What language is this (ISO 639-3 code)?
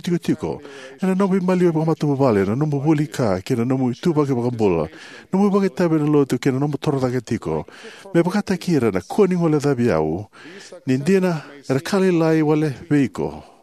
fij